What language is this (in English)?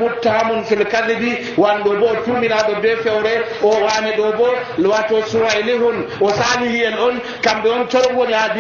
Nigerian Fulfulde